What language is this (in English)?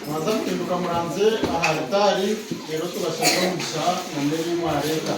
Nyankole